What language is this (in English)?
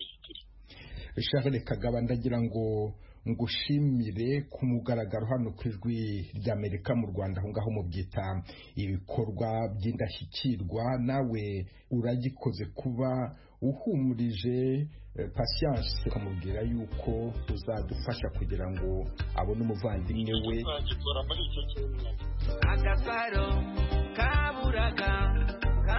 Kinyarwanda